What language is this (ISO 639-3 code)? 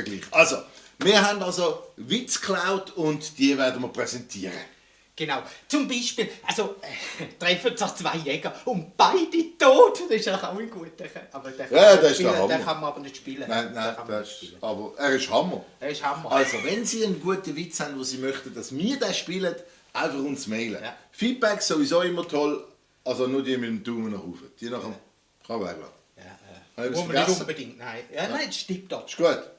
gsw